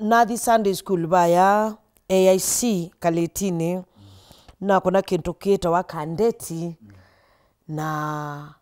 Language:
Kamba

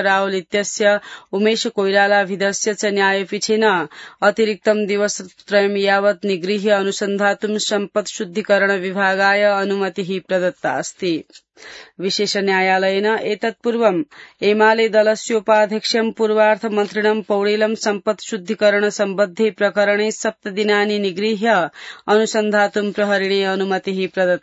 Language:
Sanskrit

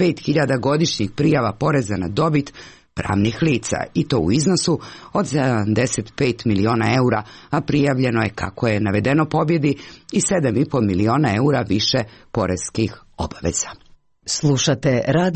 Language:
Serbian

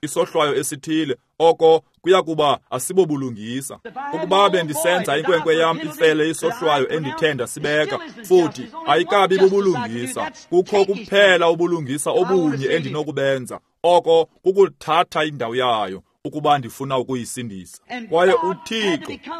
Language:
Xhosa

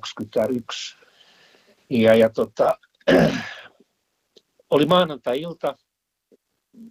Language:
Finnish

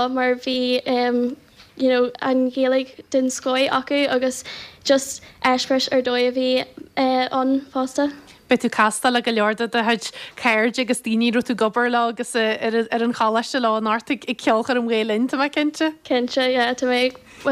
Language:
Irish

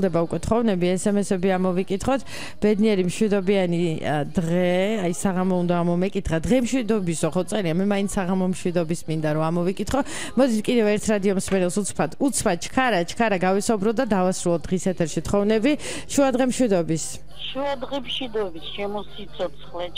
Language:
Georgian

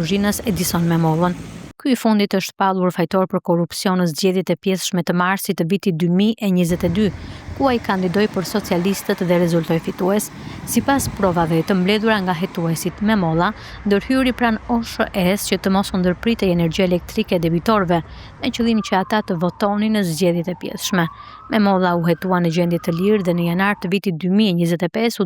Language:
Albanian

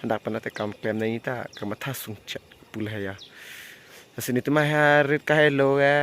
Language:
Karbi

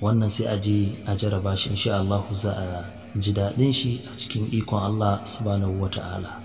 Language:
Hausa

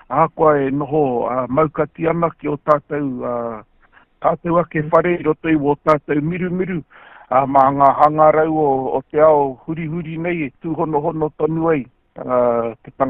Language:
Māori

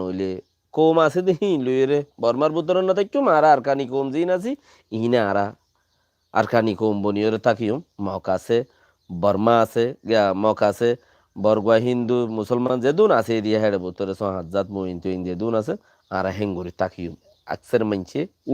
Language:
Rohingya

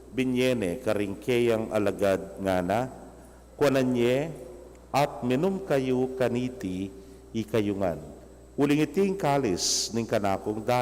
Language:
Pampanga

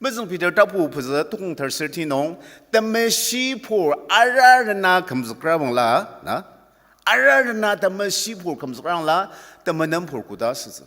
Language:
Ao Naga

